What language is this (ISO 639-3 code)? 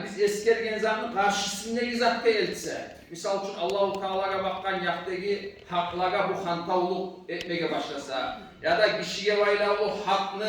kum